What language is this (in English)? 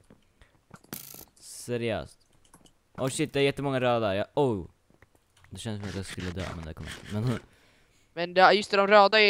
Swedish